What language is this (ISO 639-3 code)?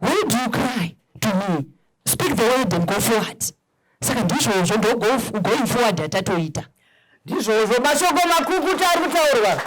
sna